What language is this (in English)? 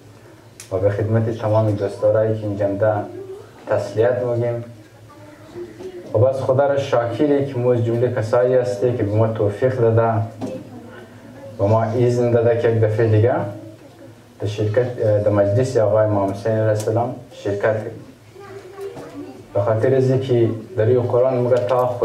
Persian